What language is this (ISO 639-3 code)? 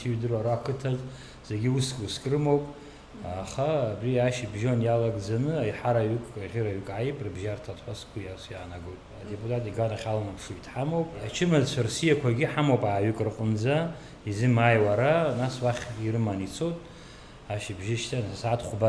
abk